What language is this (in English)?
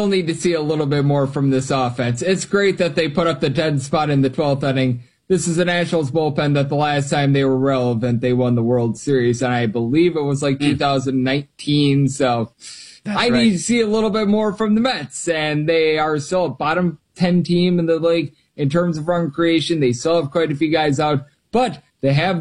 English